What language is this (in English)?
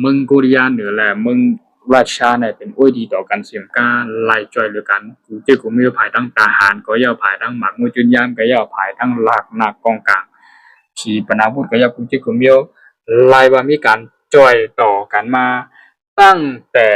Shan